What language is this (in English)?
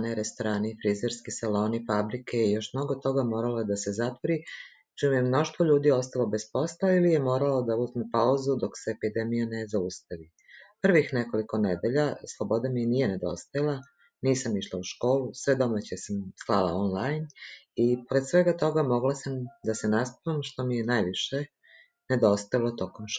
Serbian